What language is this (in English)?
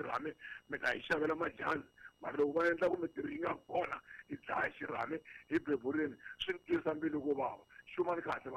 Tsonga